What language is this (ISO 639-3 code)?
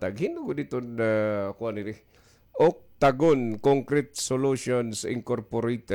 war